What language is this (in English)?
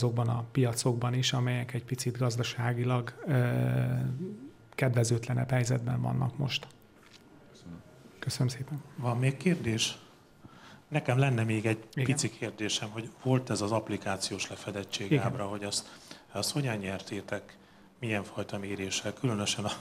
Hungarian